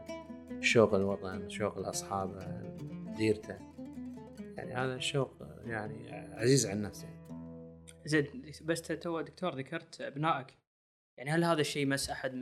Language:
Gulf Arabic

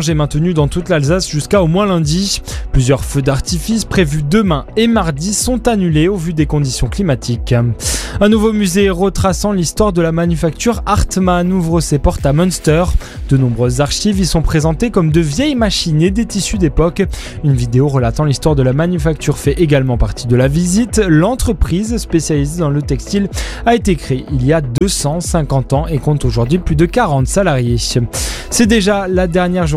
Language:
French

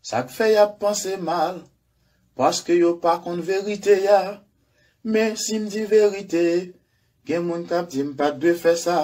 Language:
Haitian Creole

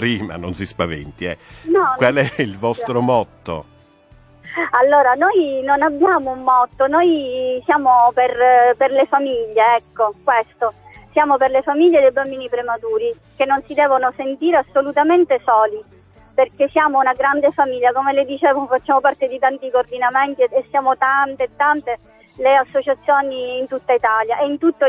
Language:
Italian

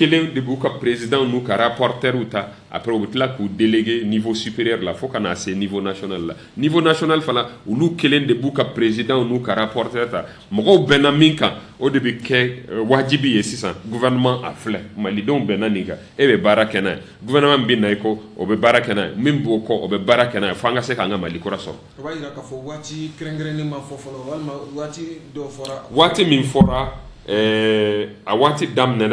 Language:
Bambara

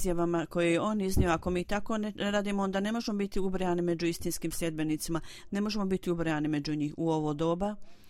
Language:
Bosnian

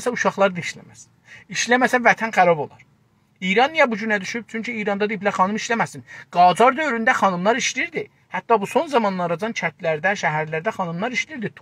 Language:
South Azerbaijani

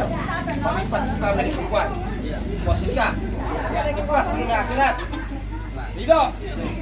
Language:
Betawi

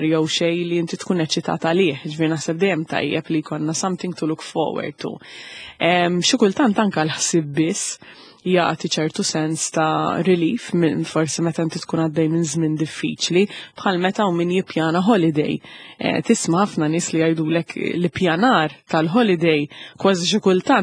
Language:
Maltese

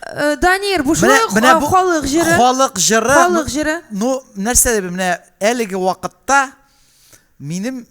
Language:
Tatar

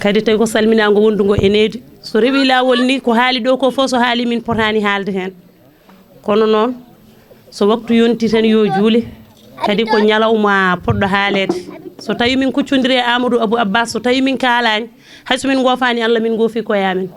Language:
Fula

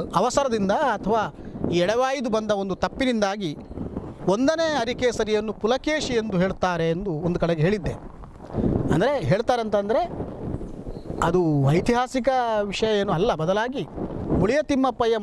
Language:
Kannada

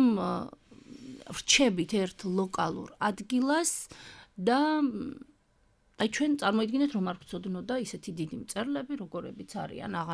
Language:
Georgian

